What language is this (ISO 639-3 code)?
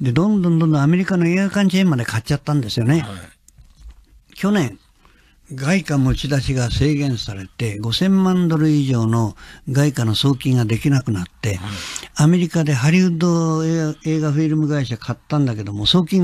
jpn